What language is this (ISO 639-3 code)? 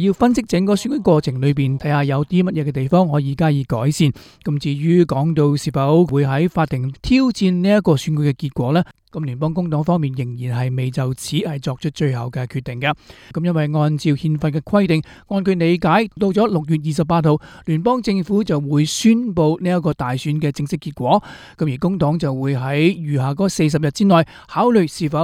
yue